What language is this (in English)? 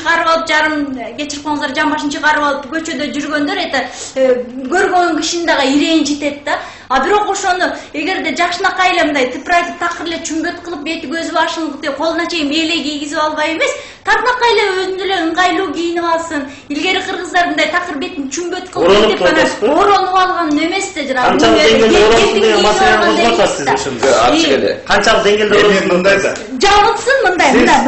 Kyrgyz